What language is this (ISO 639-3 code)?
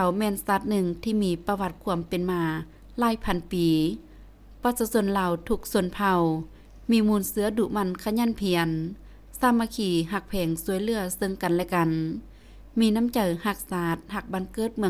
lao